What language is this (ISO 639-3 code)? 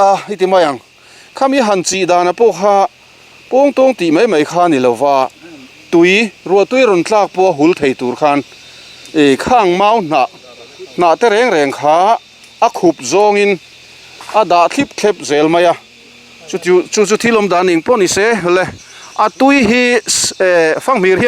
lus